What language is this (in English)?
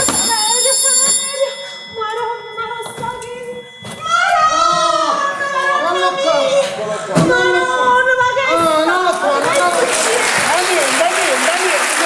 Neapolitan